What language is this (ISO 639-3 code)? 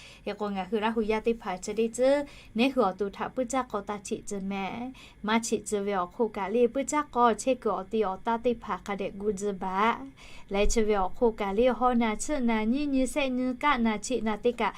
lhu